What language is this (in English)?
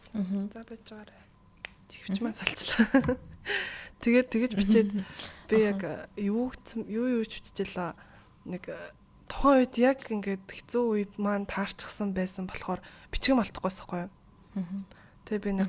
Mongolian